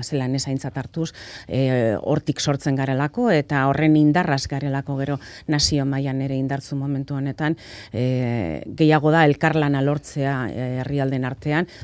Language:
Basque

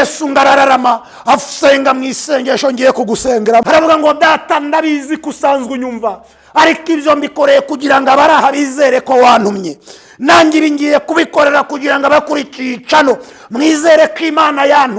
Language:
Kinyarwanda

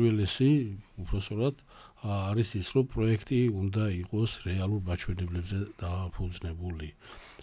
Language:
Georgian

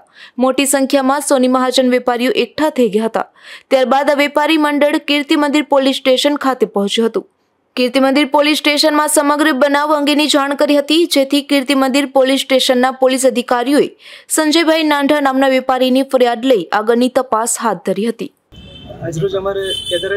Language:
Gujarati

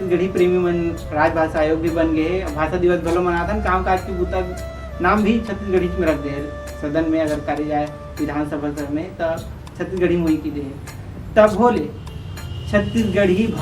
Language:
Chhattisgarhi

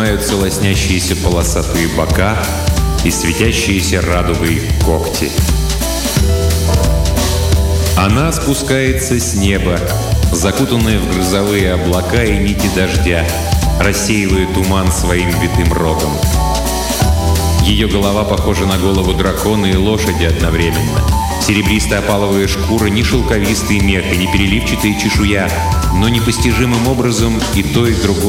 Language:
Russian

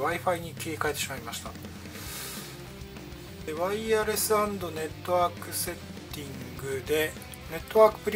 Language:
Japanese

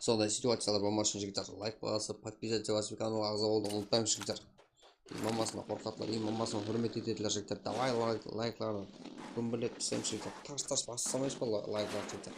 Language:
Kara-Kalpak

